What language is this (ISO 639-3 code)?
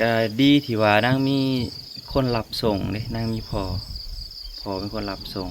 lao